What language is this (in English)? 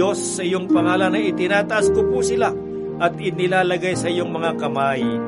Filipino